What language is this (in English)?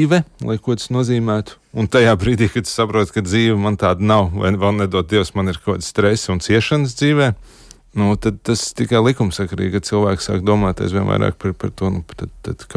Latvian